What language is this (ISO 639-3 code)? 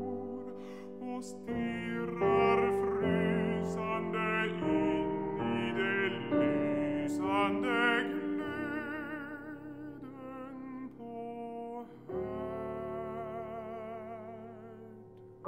swe